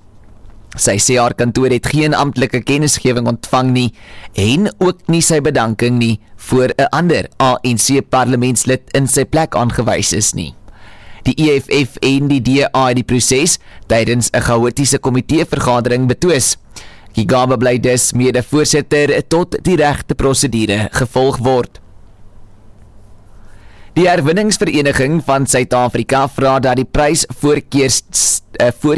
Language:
Afrikaans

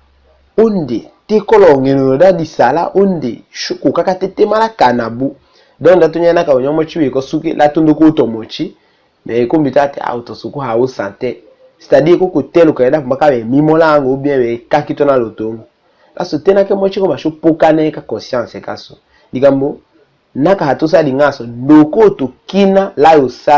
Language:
Tetela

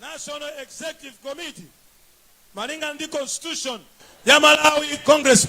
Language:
Nyanja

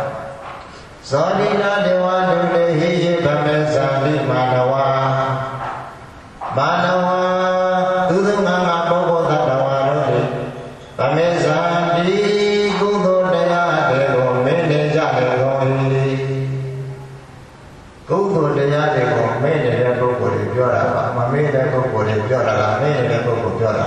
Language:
Burmese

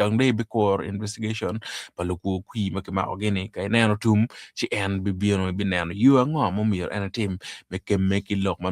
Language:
Acoli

